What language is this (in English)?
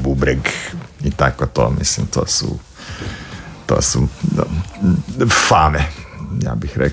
Croatian